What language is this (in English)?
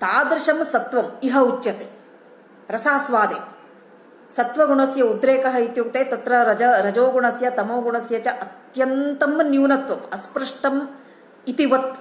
Sanskrit